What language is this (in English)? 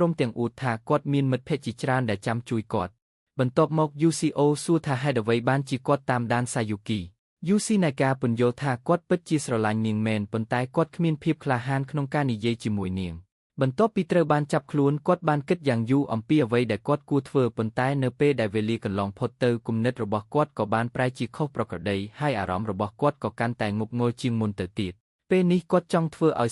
Khmer